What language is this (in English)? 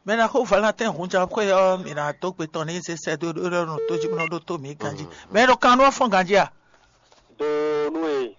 Fon